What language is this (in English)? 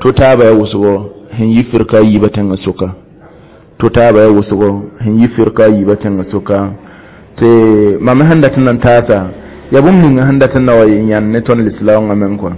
Mossi